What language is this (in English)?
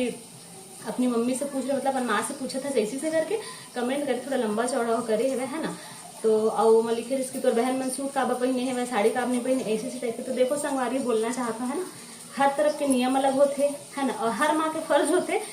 Chhattisgarhi